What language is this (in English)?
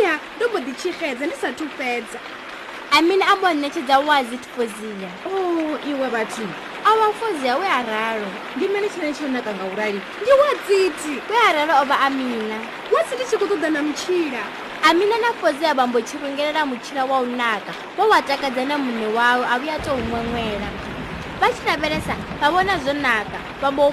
Venda